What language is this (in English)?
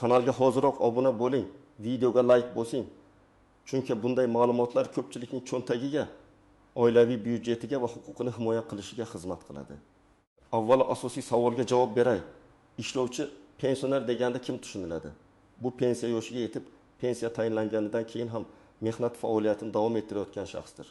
Uzbek